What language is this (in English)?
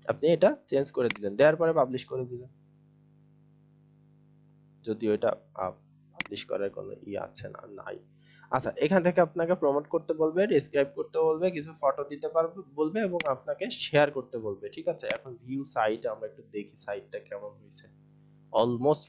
Bangla